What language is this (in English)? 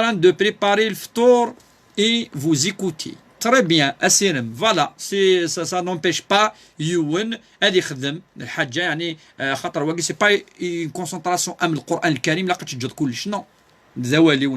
Kabyle